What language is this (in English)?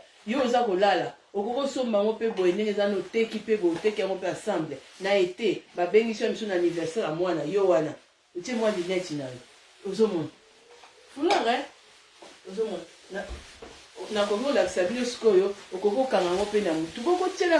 Lingala